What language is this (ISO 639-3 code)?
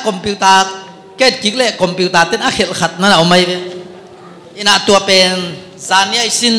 ctd